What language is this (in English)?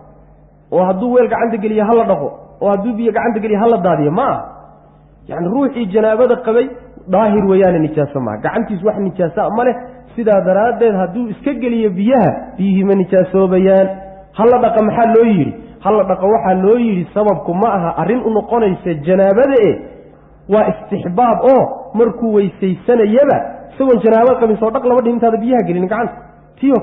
Somali